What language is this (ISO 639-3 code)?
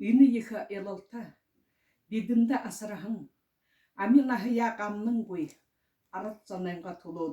bua